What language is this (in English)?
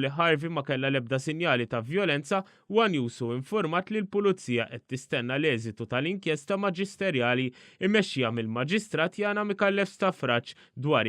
Maltese